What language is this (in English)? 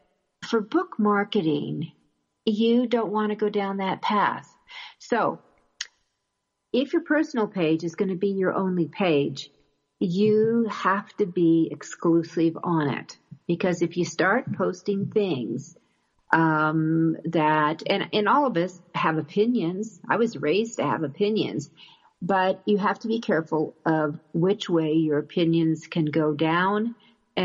English